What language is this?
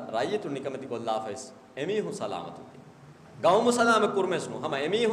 Divehi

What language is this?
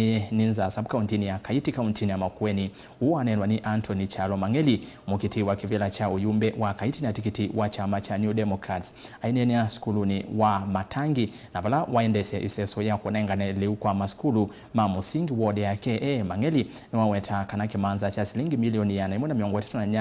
Kamba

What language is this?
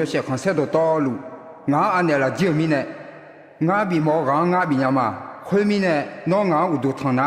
Akha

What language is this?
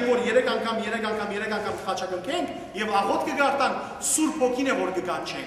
Western Armenian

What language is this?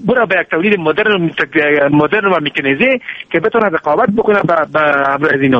Persian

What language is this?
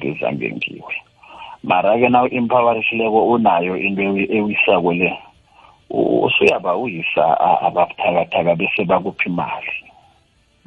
South Ndebele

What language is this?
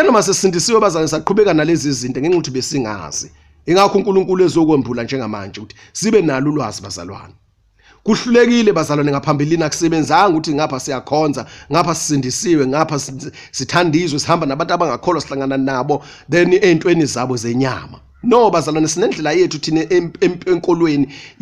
Zulu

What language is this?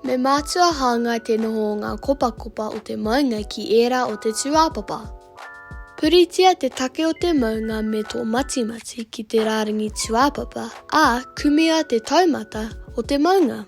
Māori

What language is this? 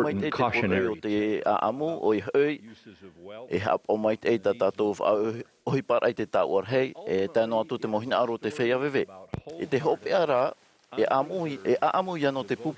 Tahitian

